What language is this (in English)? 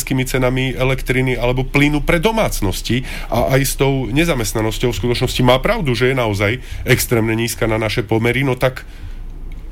Slovak